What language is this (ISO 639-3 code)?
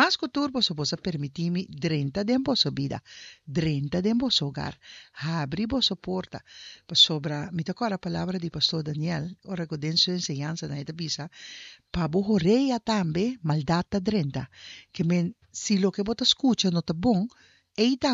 pap